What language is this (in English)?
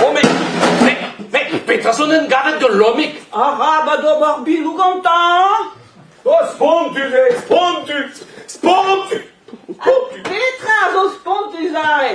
Breton